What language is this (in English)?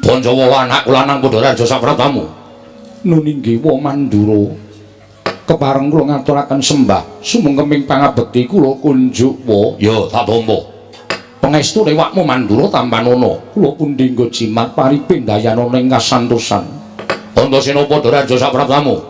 Javanese